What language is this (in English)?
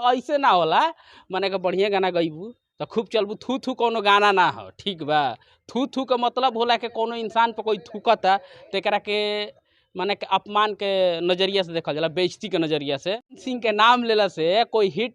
Bhojpuri